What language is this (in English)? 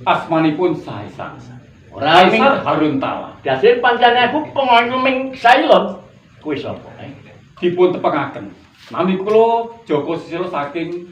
Javanese